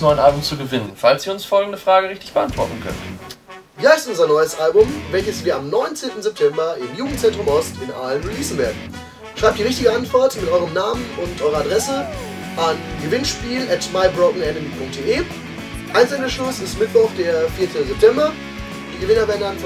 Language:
German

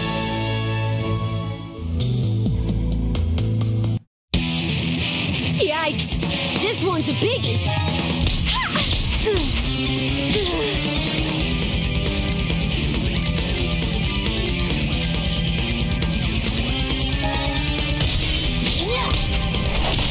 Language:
English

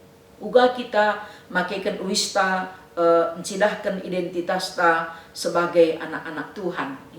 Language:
Batak Karo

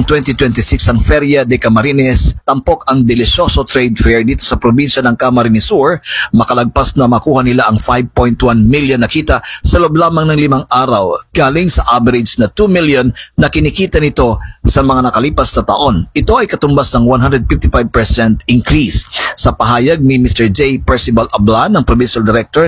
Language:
Filipino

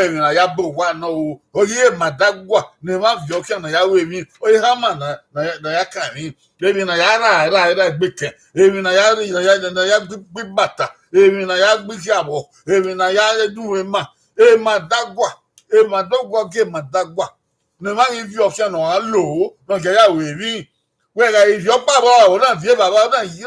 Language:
Bini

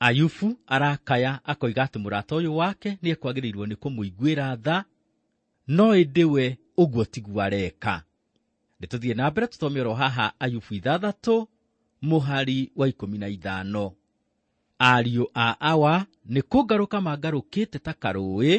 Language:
Kikuyu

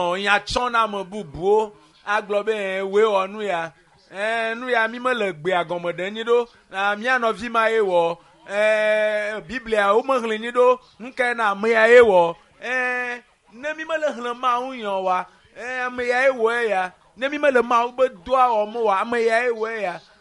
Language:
Ewe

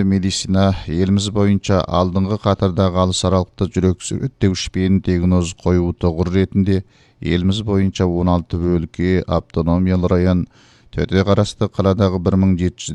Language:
Kazakh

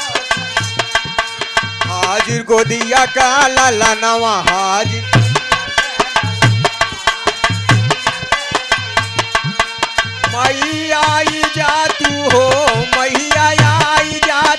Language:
Bhojpuri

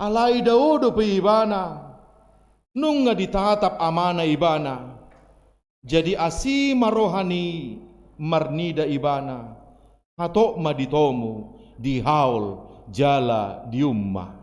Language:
Batak Toba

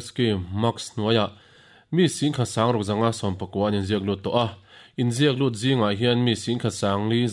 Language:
Mizo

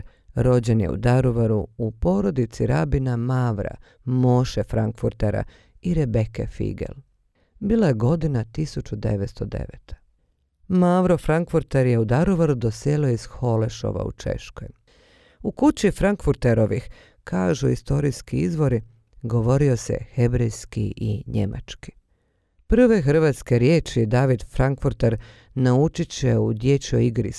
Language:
Bosnian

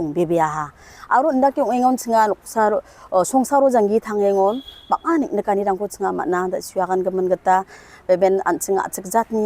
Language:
Garo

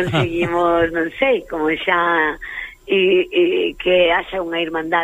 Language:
Galician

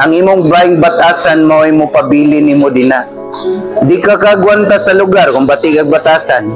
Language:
Cebuano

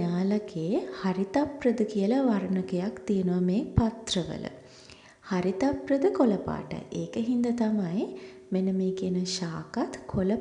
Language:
Sinhala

